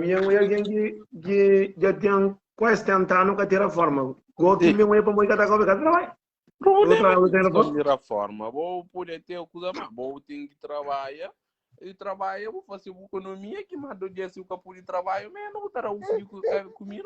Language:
Kabuverdianu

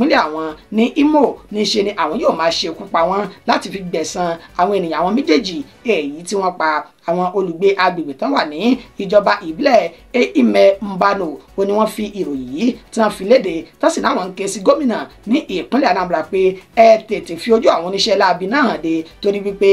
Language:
Yoruba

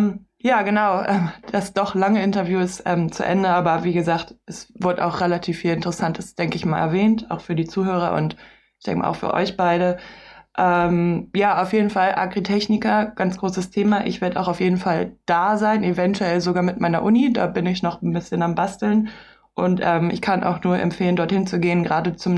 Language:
German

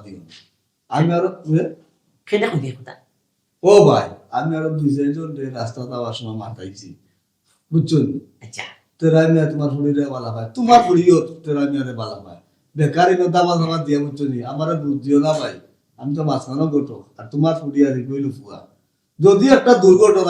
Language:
Sylheti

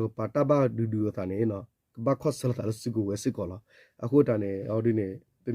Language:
S'gaw Karen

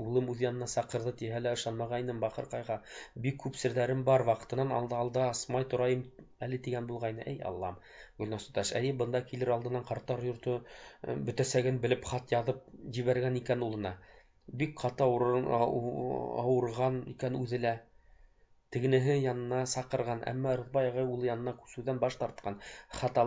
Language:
Bashkir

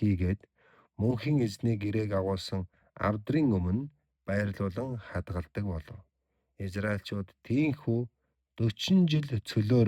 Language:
Mongolian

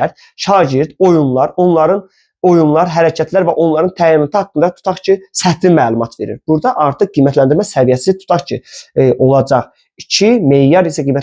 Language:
Azerbaijani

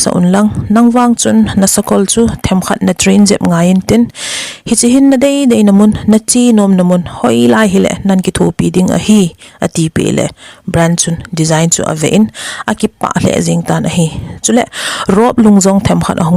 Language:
Thado Chin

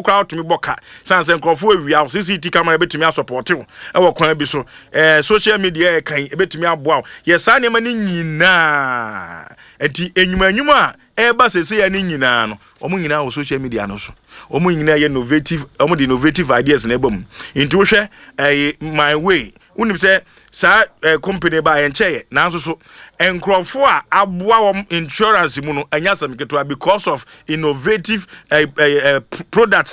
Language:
Akan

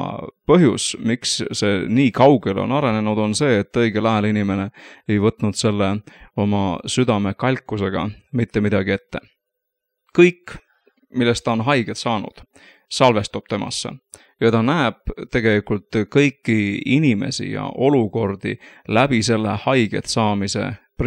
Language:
Estonian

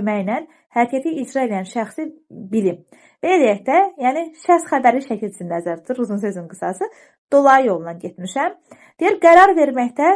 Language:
Azerbaijani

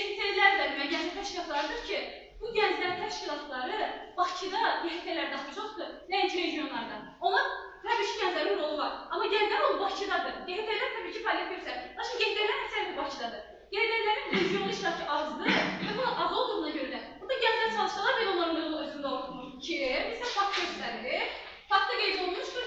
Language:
Azerbaijani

